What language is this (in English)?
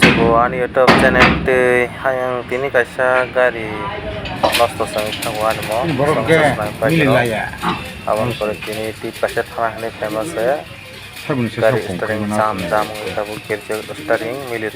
Kok Borok